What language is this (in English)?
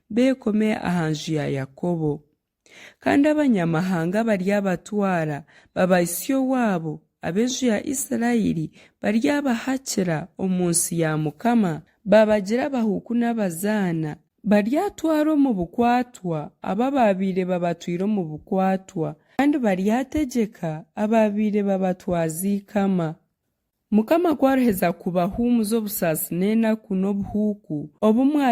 Nyankole